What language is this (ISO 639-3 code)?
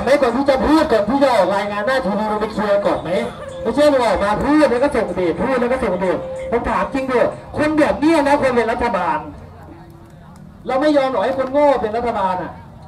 tha